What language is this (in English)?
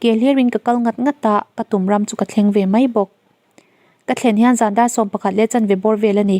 Mizo